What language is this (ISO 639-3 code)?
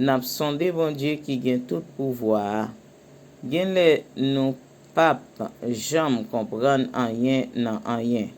hat